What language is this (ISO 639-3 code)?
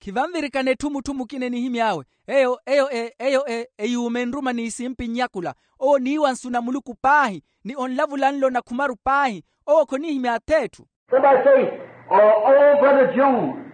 vmw